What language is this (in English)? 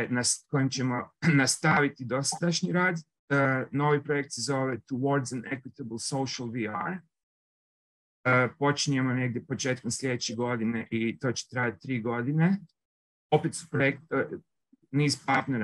Croatian